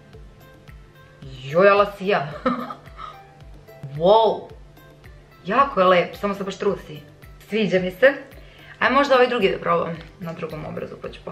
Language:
Serbian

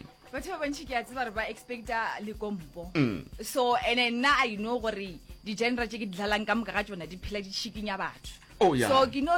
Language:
Northern Sotho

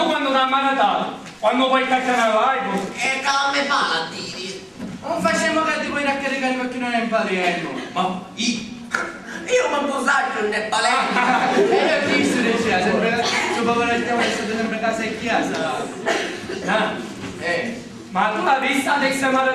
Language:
Sicilian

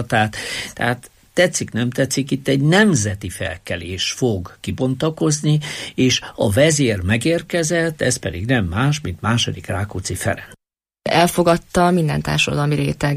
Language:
Hungarian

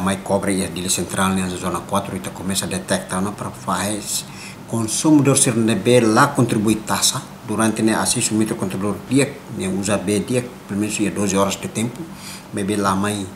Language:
Tetum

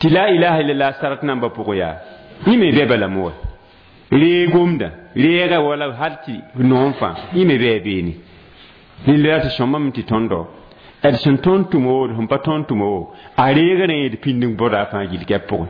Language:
Mossi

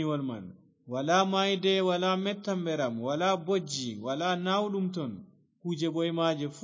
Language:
Fula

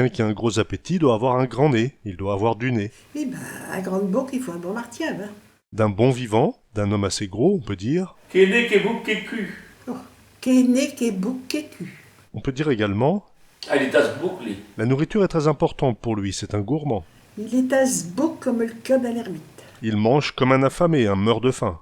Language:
Picard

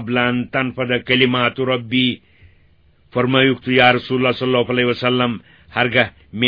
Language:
Kashmiri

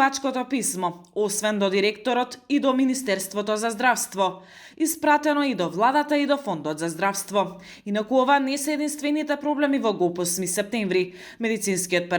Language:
Macedonian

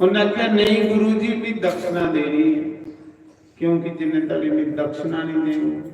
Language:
Dogri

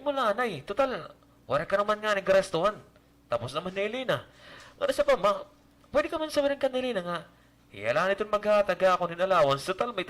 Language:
Waray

